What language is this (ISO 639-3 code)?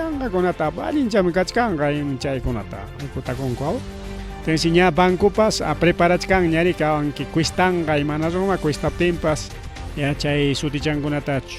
quy